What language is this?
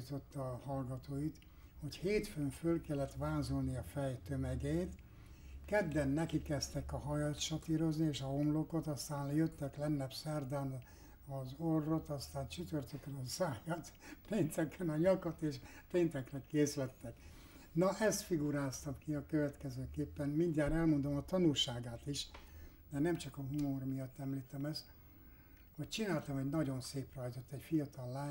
Hungarian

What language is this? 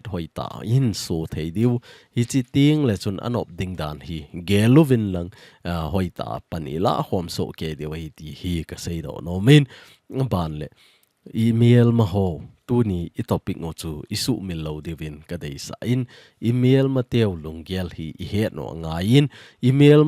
Thado Chin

